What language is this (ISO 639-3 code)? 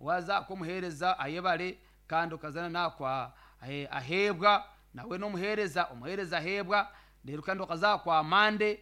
nyn